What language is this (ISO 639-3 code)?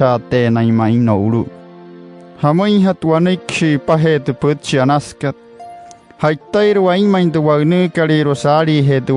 guc